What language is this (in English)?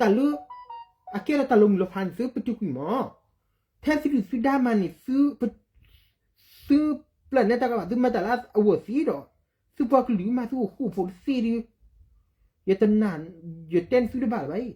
S'gaw Karen